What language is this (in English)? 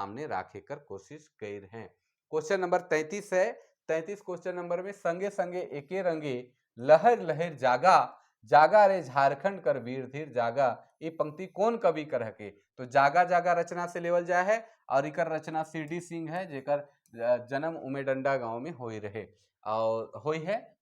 Sadri